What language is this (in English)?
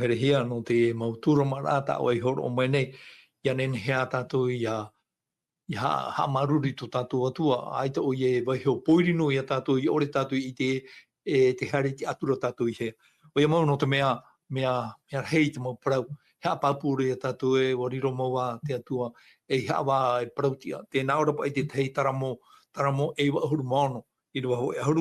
Tahitian